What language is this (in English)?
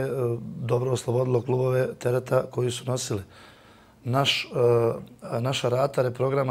Bosnian